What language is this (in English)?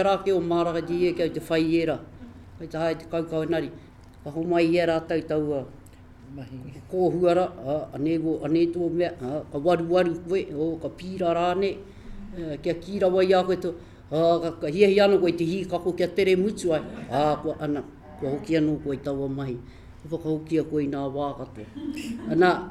Māori